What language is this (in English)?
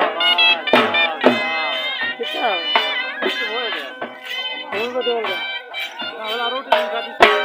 Saraiki